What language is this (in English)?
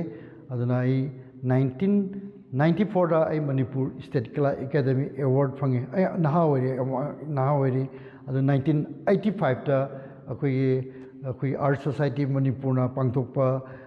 Manipuri